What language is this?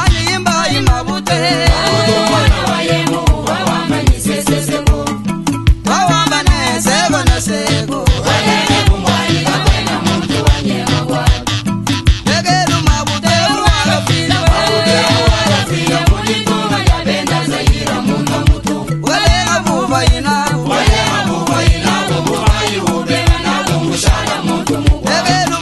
Luba-Lulua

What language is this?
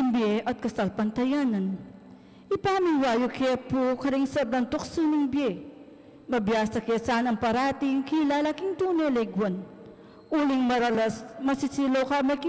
Pampanga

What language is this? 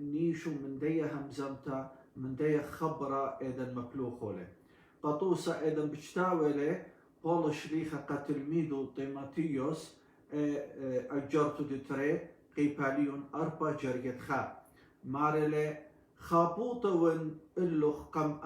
Assyrian Neo-Aramaic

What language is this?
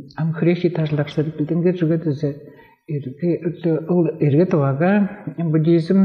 Tuvinian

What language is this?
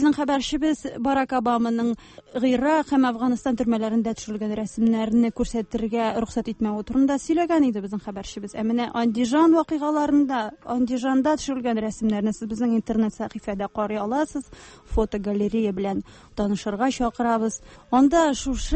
Tatar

